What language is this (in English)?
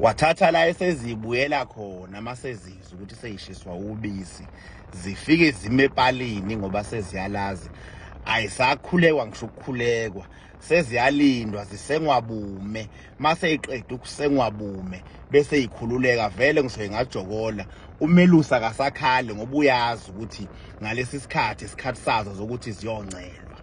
Zulu